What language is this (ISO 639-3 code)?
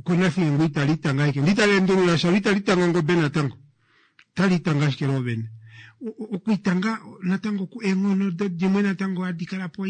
kua